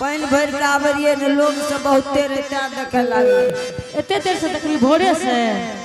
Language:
Angika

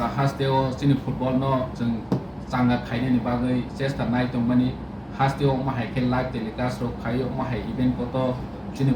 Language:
Kok Borok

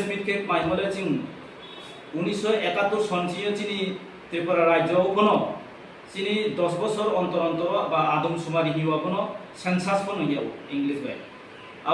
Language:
Riang (India)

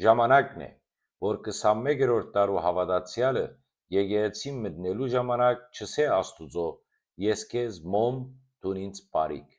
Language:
Western Armenian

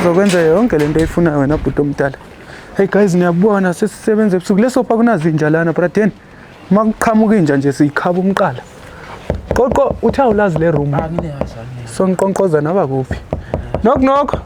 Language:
Zulu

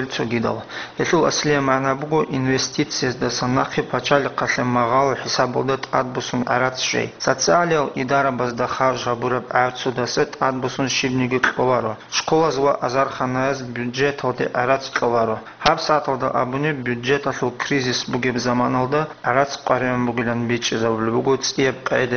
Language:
Avaric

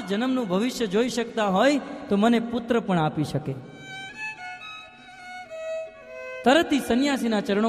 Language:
Gujarati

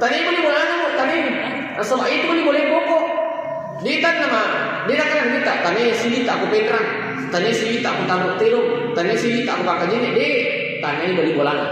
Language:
Buginese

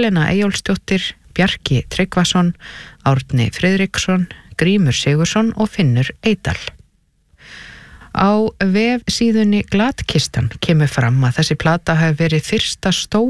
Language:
Icelandic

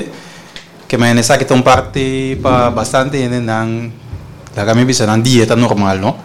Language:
Papiamento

